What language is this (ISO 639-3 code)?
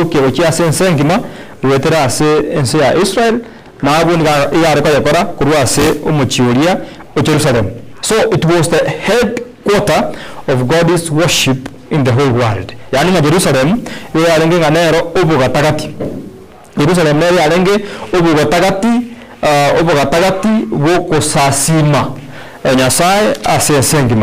guz